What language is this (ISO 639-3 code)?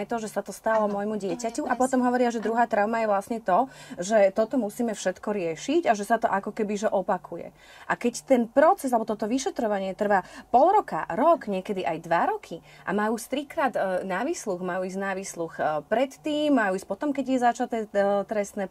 slk